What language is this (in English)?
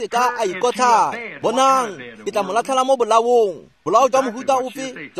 Tswana